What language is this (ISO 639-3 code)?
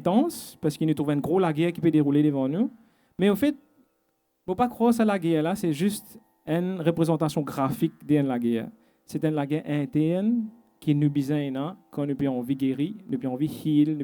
mfe